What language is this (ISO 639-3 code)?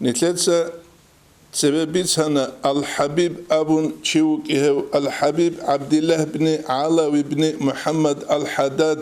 ava